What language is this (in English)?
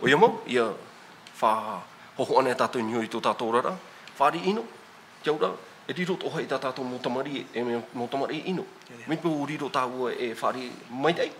Tahitian